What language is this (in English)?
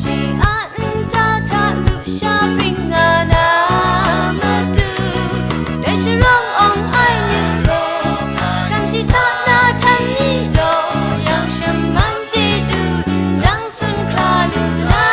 Kachin